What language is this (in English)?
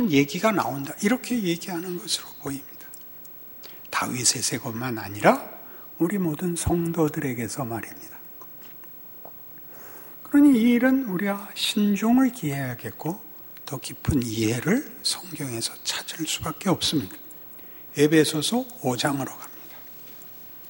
Korean